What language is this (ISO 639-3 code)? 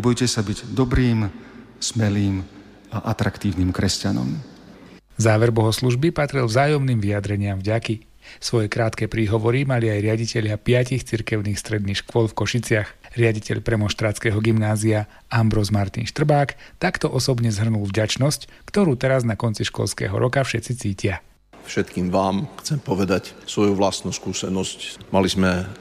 slk